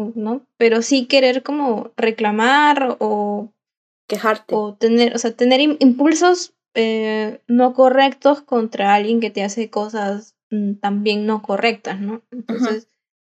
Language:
Spanish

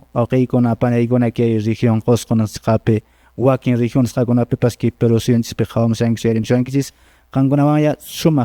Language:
Quechua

